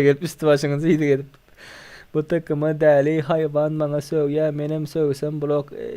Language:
Turkmen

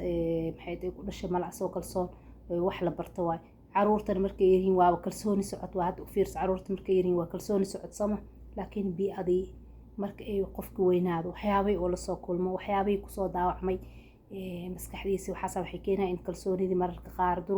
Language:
Somali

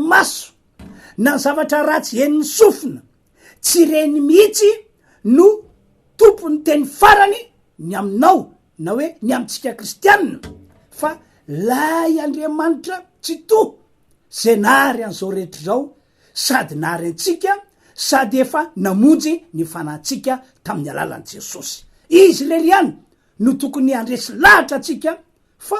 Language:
Malagasy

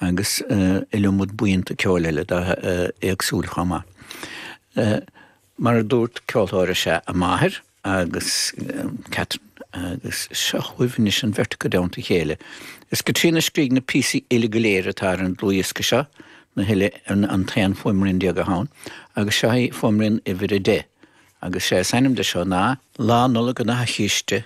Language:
Irish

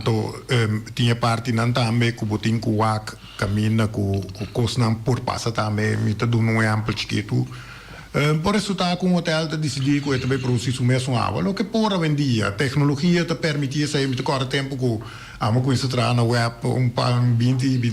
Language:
Papiamento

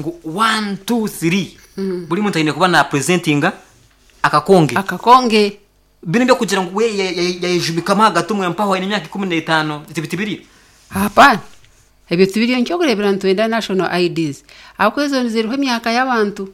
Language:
Nyankole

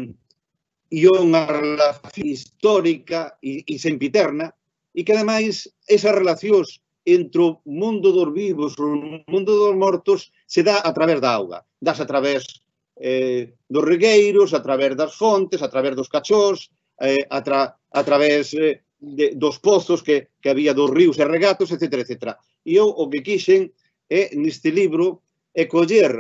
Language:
Galician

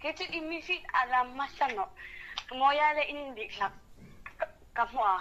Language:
Hmar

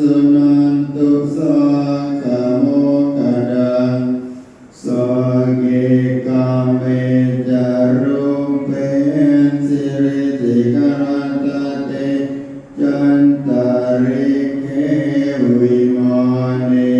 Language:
Pali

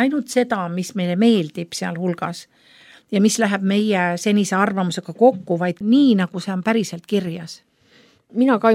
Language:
Estonian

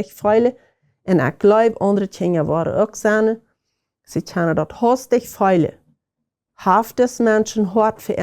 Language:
Plautdietsch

